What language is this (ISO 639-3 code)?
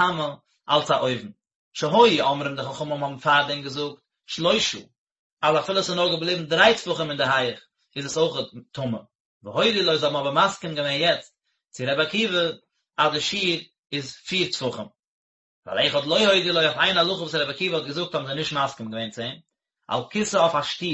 yid